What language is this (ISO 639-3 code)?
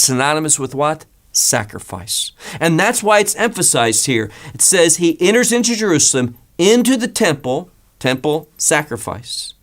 eng